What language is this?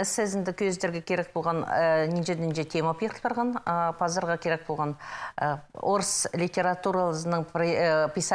Khakas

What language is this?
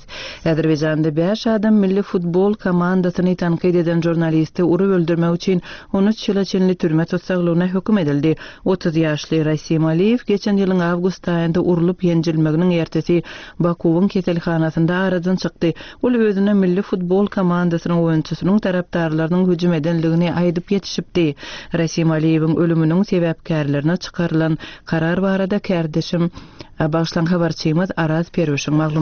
Turkmen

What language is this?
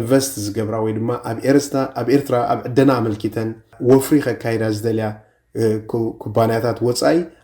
Tigrinya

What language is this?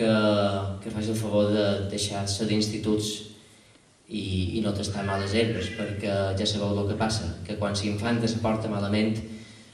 Catalan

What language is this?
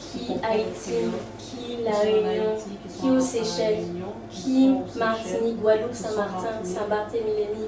Guadeloupean Creole French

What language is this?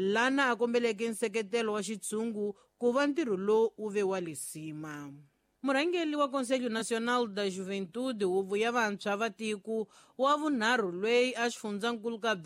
Tsonga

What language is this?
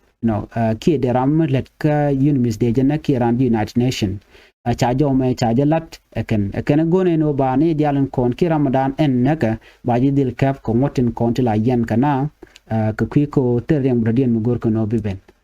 Nuer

